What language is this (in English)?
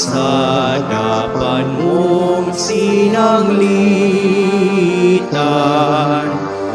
Bikol